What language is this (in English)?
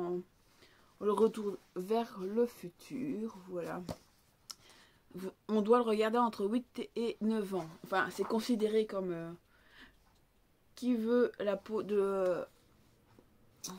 French